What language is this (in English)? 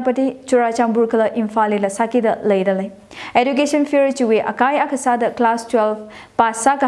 Tangkhul Naga (India)